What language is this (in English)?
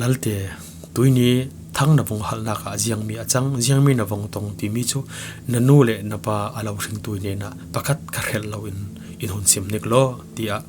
Falam Chin